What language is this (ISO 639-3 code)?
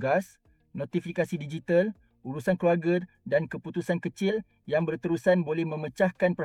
msa